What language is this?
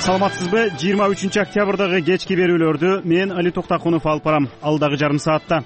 Kyrgyz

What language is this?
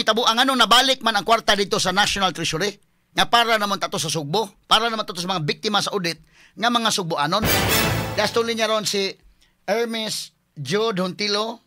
Cebuano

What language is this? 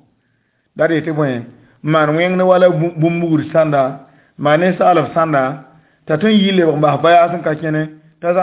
Mossi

